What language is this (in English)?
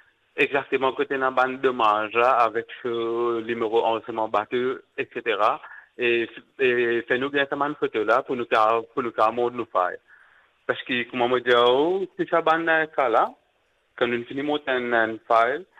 Morisyen